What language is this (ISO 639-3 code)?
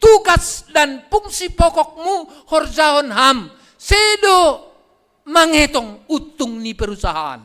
bts